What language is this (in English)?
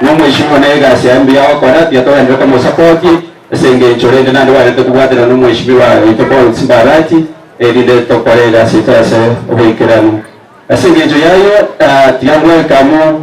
Gusii